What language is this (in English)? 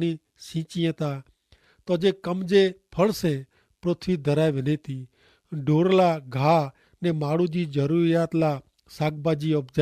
Kachhi